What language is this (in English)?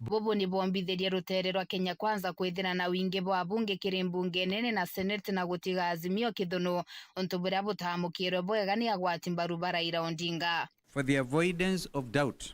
Meru